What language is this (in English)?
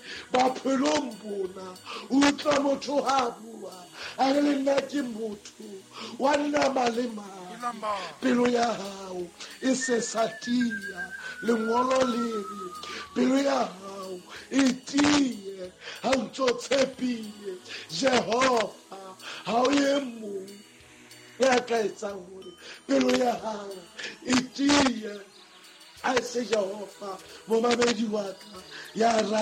Southern Sotho